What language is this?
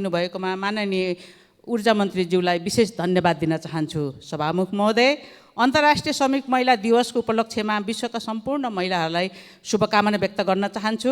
Nepali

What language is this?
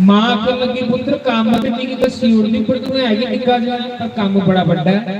Dogri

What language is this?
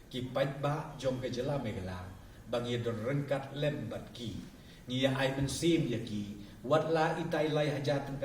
Khasi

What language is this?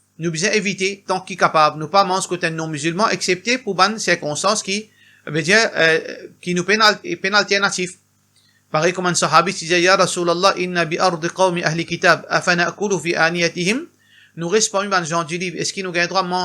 Morisyen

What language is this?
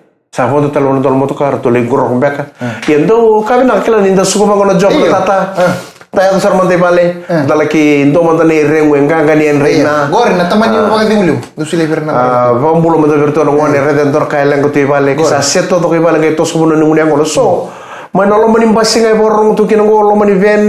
Fijian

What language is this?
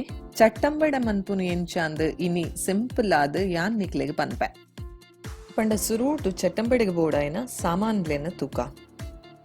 Tulu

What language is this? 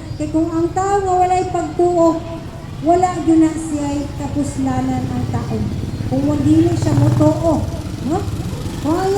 Cebuano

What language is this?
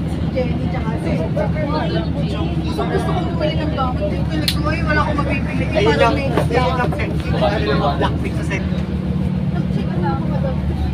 Filipino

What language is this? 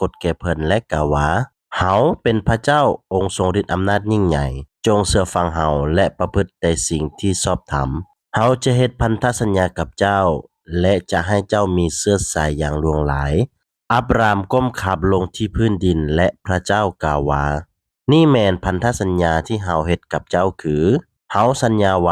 Lao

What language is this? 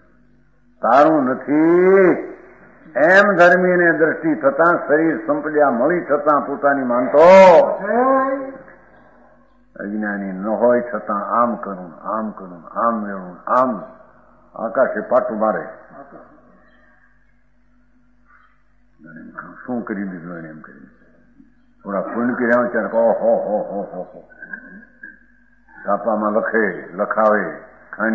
Gujarati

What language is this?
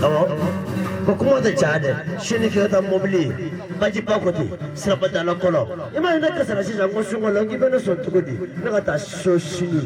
Bambara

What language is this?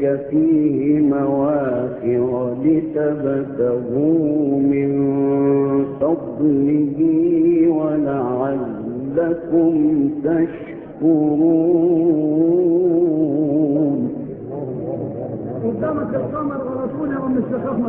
Arabic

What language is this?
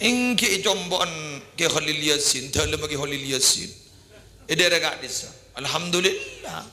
Madurese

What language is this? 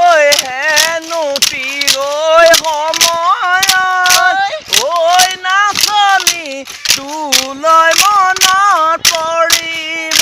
Assamese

